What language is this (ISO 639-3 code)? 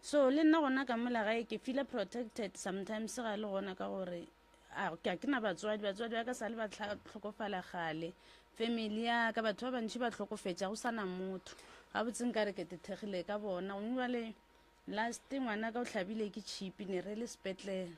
nso